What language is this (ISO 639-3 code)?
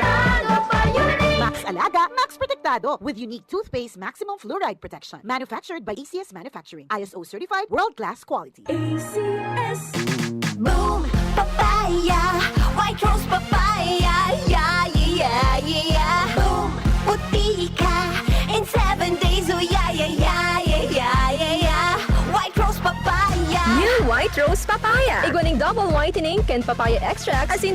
bik